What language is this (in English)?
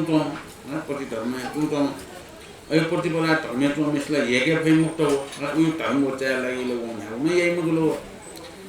Newari